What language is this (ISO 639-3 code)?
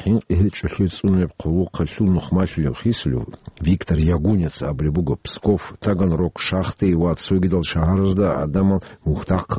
ava